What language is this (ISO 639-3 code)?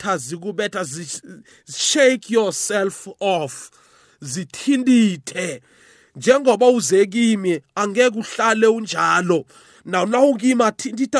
nbl